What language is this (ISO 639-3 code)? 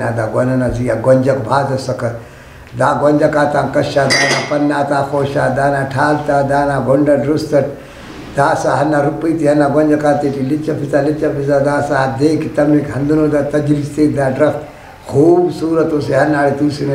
brh